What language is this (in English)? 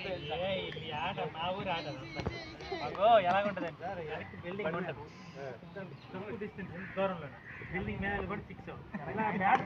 Telugu